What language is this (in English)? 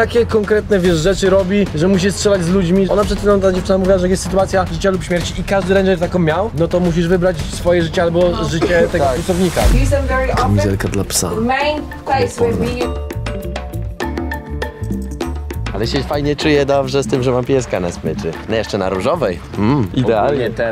Polish